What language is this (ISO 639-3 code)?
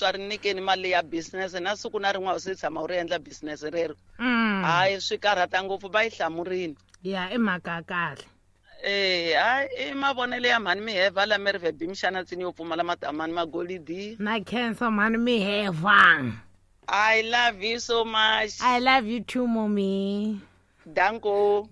tso